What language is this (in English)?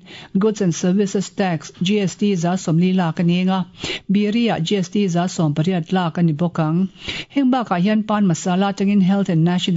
Mizo